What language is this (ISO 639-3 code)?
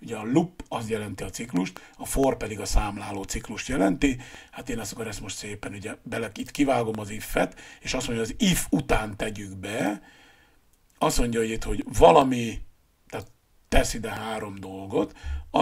hun